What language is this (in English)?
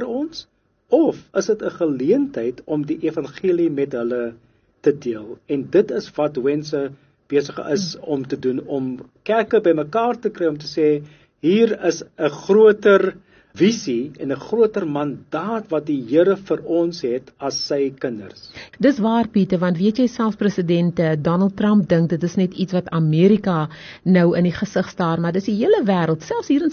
Afrikaans